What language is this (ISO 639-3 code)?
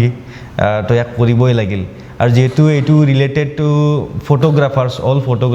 asm